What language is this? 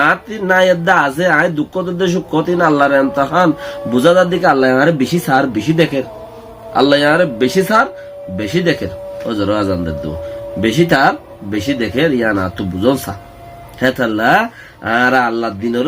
Rohingya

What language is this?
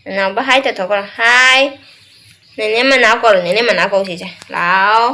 Manipuri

